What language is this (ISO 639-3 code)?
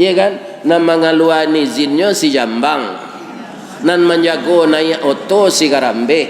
min